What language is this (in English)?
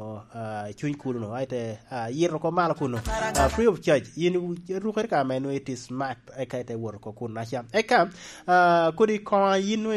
Lango (Uganda)